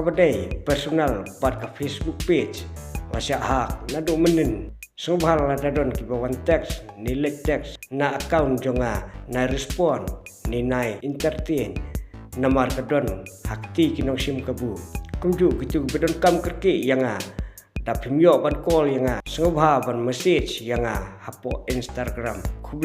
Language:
Khasi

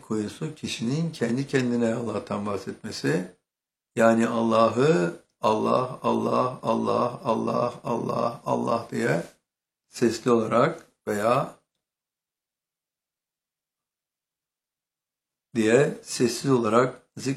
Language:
Turkish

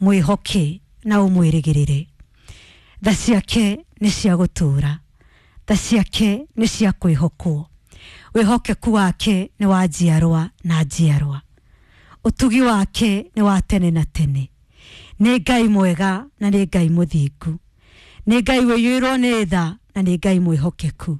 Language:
Kikuyu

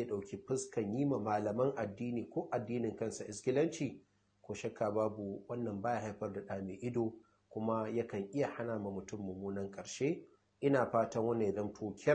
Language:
Hausa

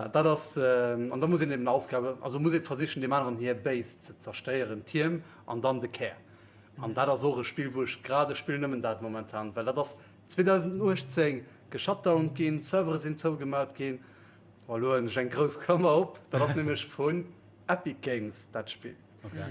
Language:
Luxembourgish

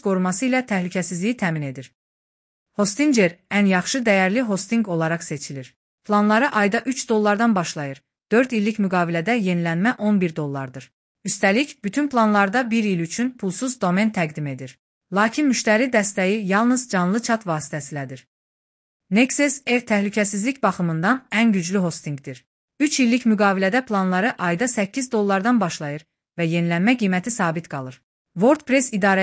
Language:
Azerbaijani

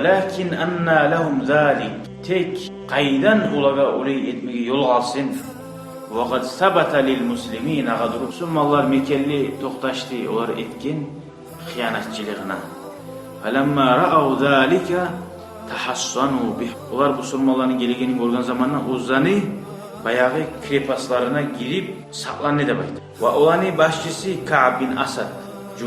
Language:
Kumyk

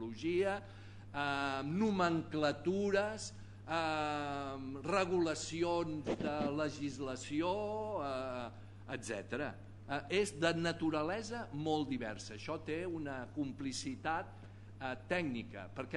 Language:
Catalan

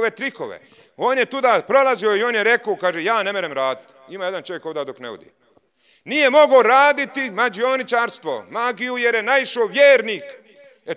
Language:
Bosnian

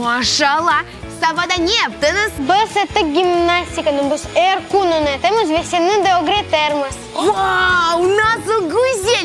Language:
Crimean Tatar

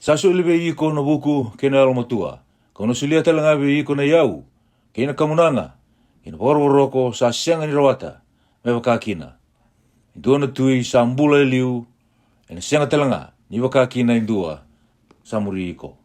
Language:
Fijian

